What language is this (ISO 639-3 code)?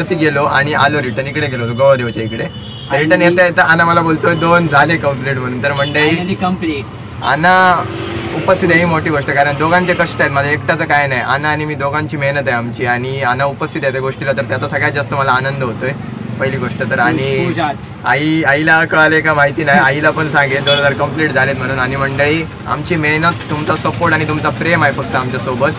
mar